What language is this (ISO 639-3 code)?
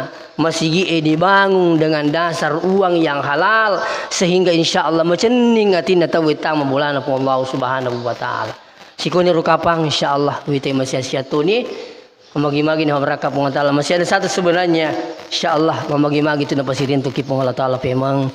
bug